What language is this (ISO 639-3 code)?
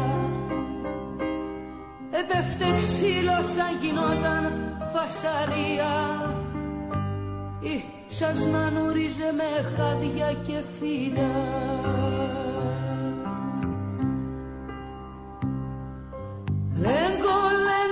ell